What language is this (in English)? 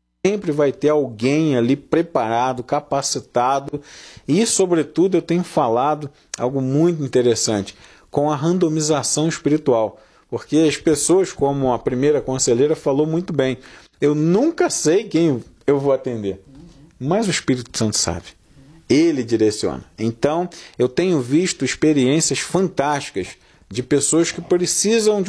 Portuguese